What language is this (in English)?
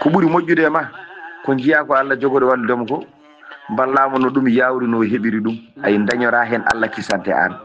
Fula